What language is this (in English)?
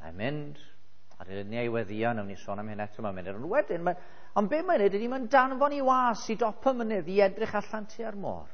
Welsh